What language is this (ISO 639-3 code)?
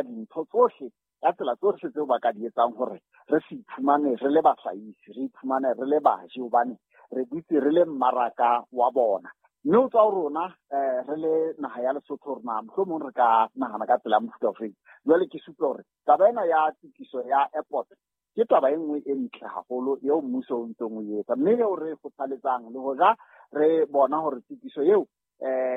sot